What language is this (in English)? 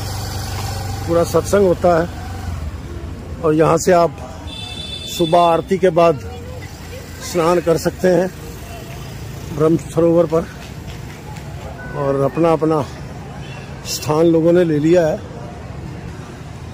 Hindi